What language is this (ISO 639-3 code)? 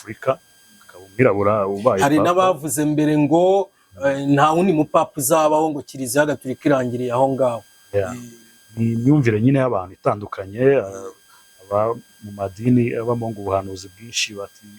kin